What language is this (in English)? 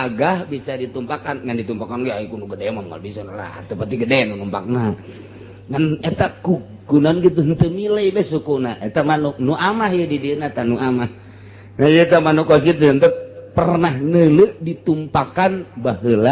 Sundanese